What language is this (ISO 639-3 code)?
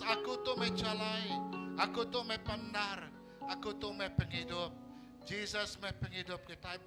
iba